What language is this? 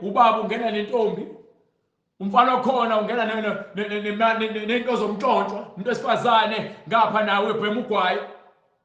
Zulu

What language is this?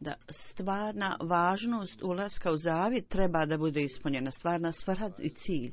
Bosnian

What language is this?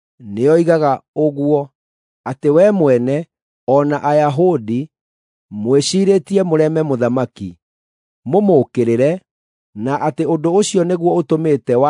Kikuyu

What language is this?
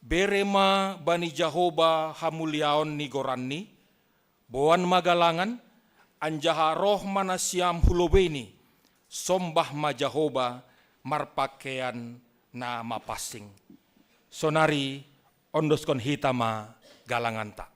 Batak Simalungun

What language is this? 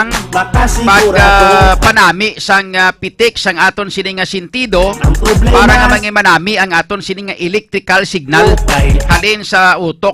Hiligaynon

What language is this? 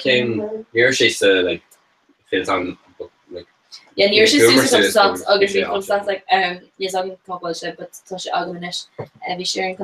Irish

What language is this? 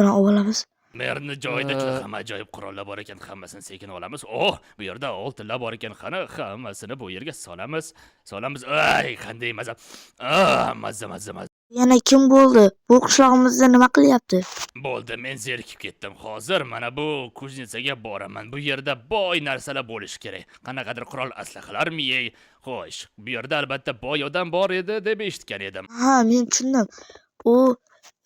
Uzbek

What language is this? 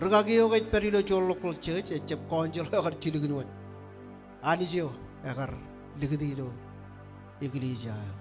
Marshallese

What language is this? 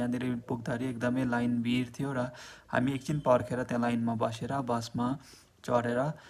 Nepali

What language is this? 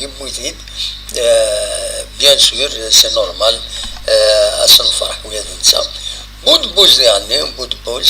Kabyle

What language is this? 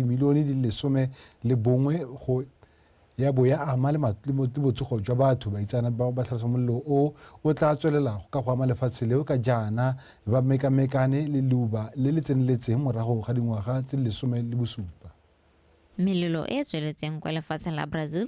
Tswana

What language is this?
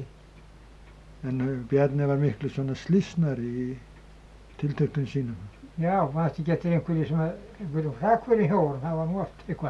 Icelandic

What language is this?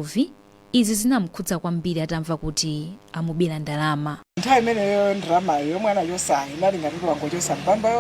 Nyanja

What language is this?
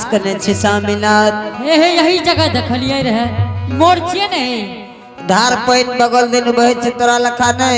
Angika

